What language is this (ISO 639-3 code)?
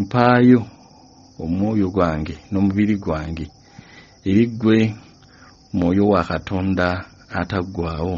lug